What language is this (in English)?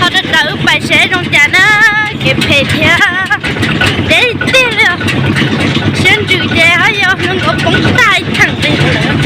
Hmong